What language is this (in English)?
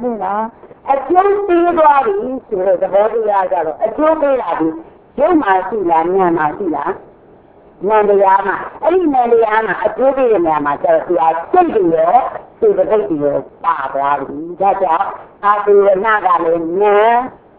Burmese